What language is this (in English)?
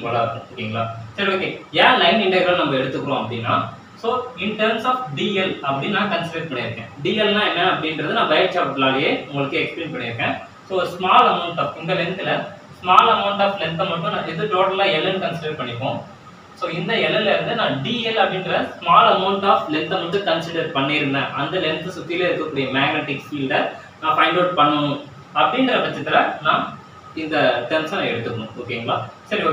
Tamil